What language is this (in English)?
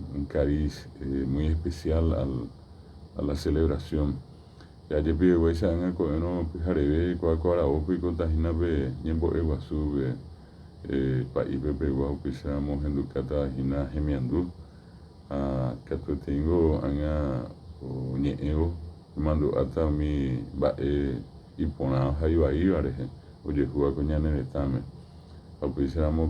Guarani